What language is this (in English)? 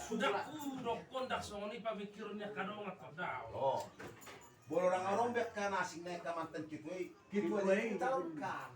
Batak Toba